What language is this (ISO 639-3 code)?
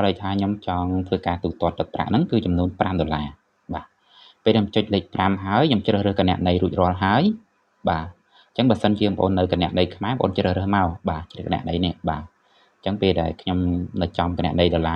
khm